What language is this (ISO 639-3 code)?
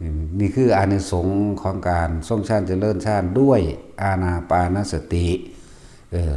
lao